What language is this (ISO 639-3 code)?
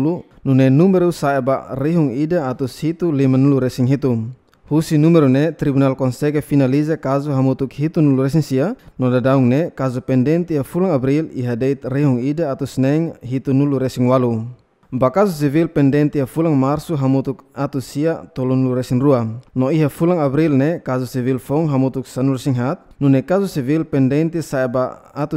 tet